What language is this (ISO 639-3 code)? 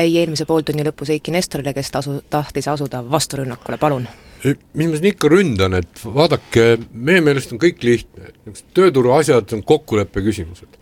est